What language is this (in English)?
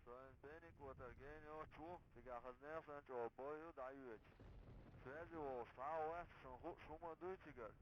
Chechen